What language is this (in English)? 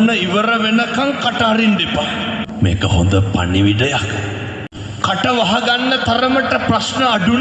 Sinhala